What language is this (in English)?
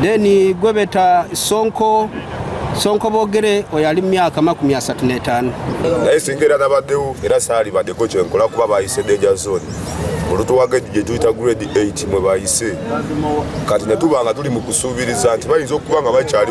Ganda